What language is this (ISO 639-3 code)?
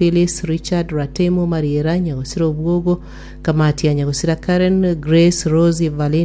guz